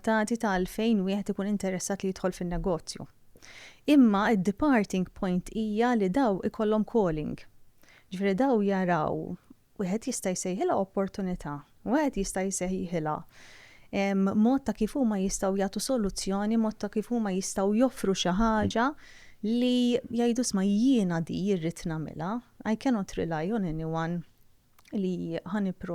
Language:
Maltese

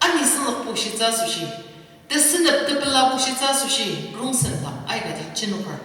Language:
Ao Naga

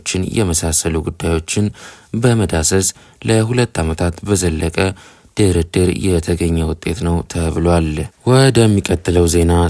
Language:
Amharic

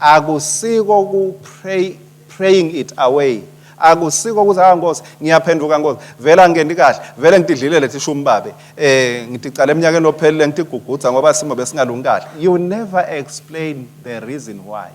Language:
Swati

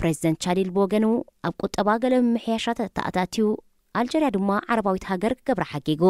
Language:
Tigrinya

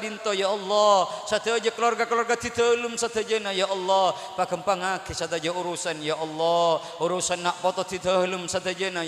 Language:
Madurese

